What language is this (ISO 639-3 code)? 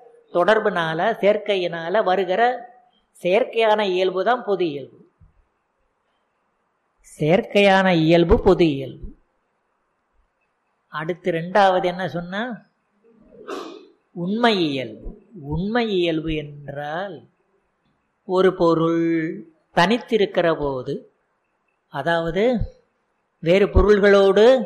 tam